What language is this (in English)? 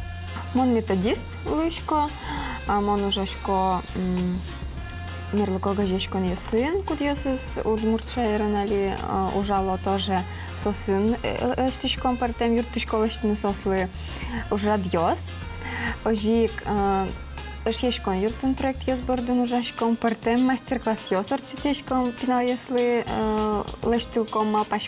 Udmurt